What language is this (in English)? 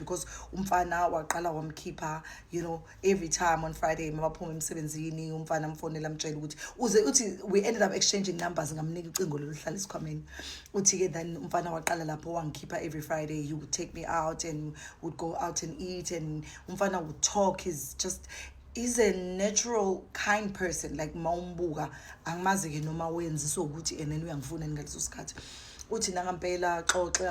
Zulu